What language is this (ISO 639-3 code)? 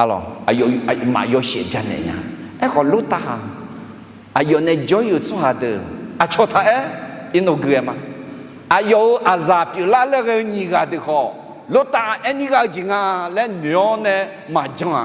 ahk